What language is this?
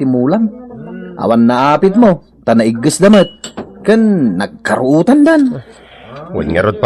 Iloko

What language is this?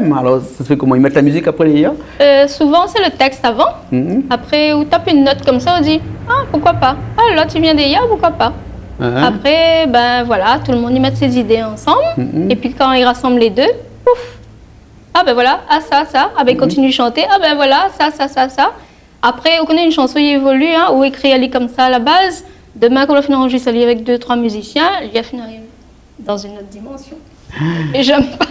Réunion Creole French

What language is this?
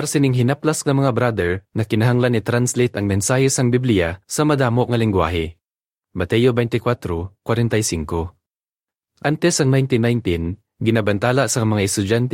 Hiligaynon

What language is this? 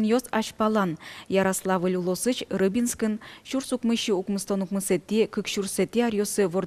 Udmurt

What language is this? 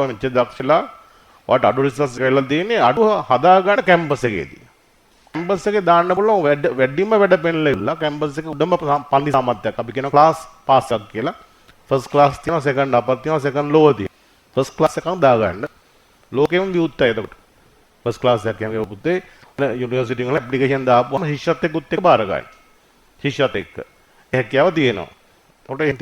Sinhala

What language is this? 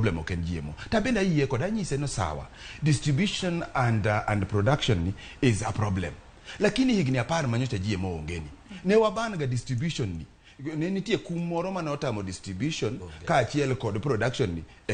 Luo (Kenya and Tanzania)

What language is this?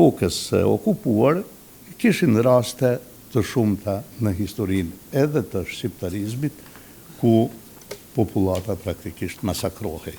Albanian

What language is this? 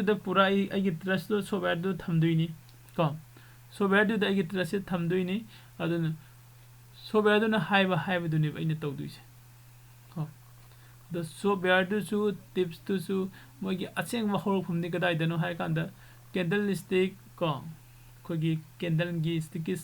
Manipuri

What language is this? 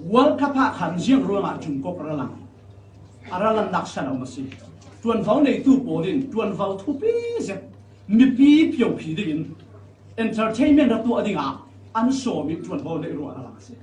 Falam Chin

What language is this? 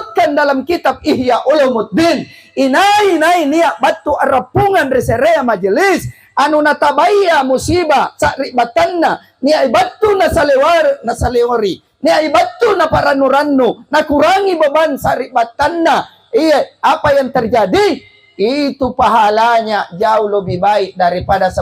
Makasar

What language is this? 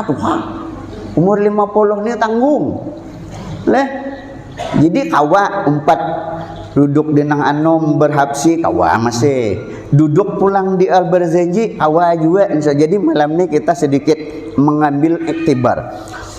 Banjar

